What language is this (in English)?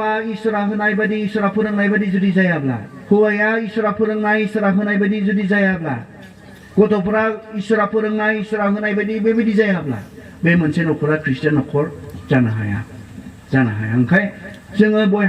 Bodo